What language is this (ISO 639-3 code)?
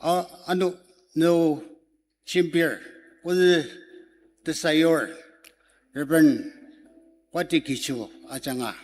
njo